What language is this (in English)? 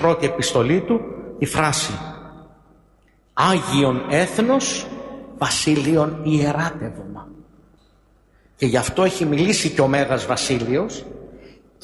Greek